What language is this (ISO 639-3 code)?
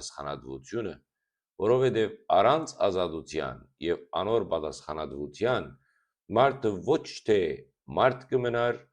hyw